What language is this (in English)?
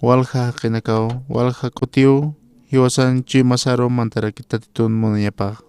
Aymara